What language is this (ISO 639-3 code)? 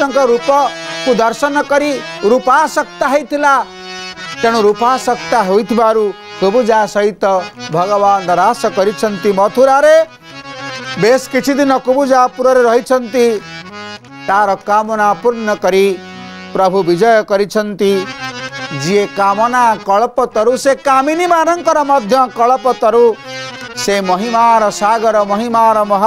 ori